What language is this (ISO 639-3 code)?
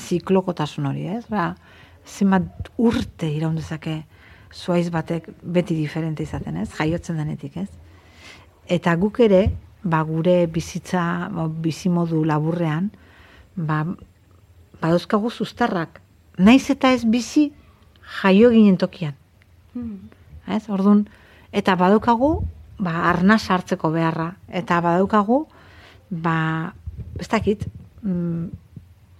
eus